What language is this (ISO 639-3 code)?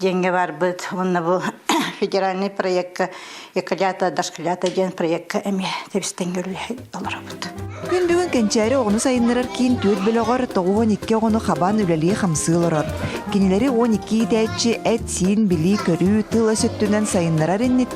sah